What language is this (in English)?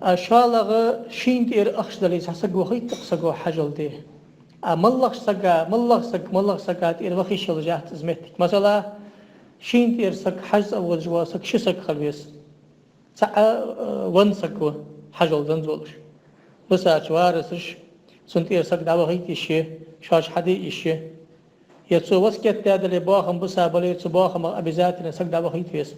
Ingush